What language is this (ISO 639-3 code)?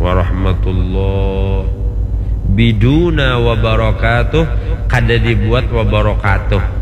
bjn